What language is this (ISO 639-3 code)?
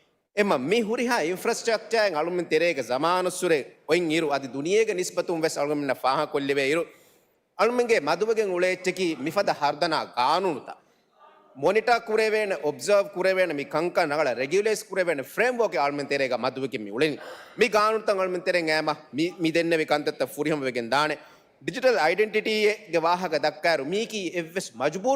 div